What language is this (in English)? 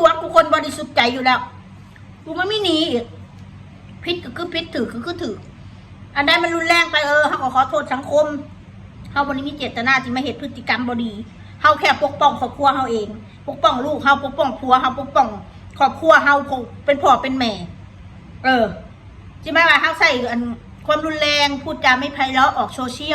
Northeastern Thai